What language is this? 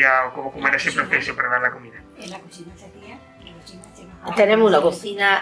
Spanish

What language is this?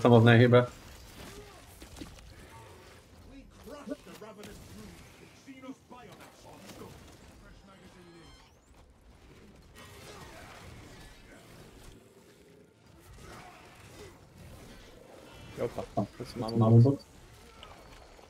Slovak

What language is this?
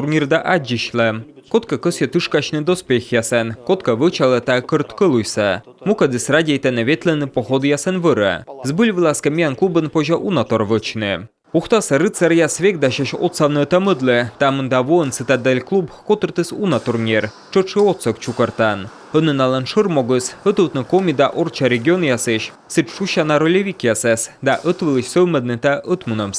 Komi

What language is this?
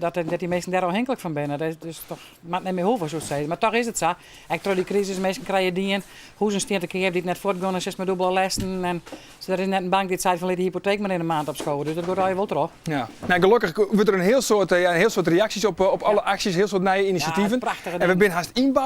Western Frisian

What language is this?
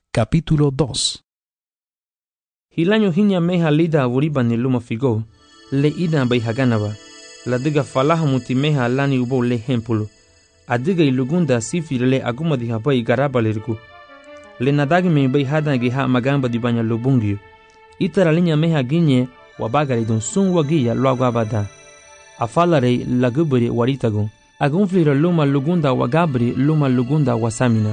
Garifuna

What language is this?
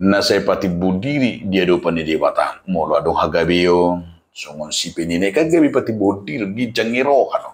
Batak Toba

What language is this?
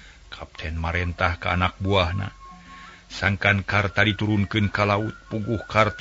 Sundanese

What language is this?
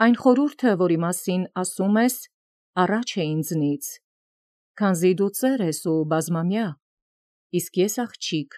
Armenian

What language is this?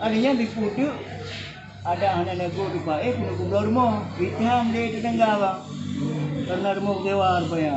Achinese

